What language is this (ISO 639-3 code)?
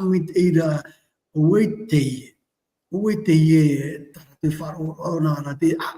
tah